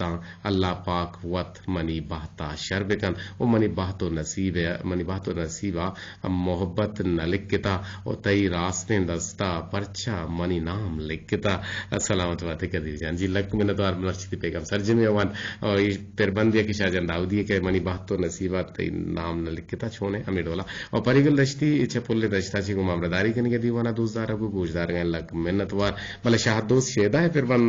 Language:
Eastern Balochi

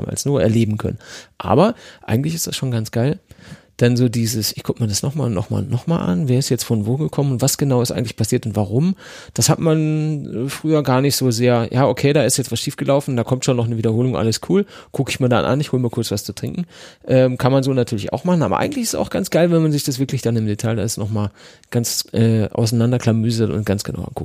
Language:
German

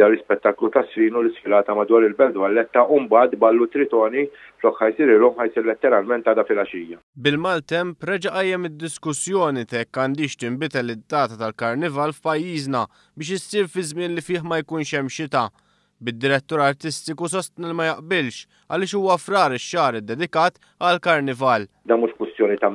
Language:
Maltese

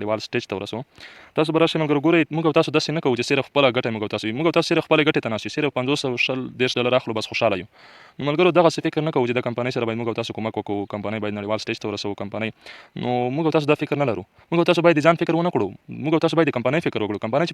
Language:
Pashto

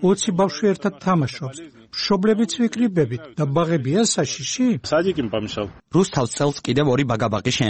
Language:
Georgian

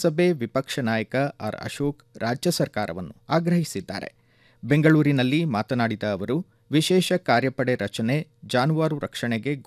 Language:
Kannada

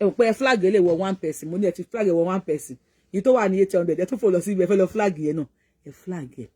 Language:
Yoruba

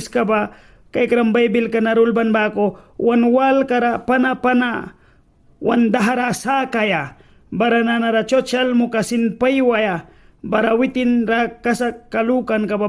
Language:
Mískito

